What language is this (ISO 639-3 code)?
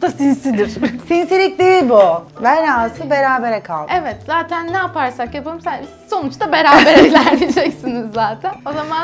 tur